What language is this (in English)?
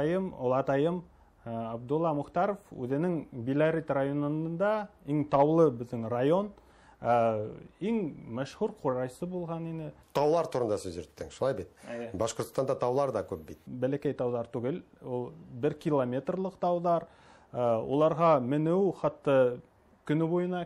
Tatar